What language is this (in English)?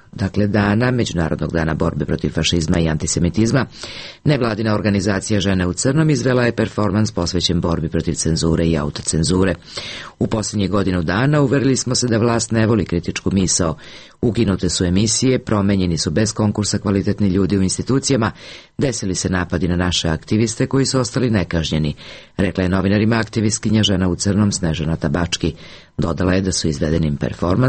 Serbian